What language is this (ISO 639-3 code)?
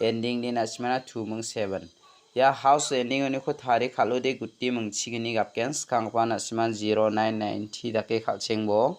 grt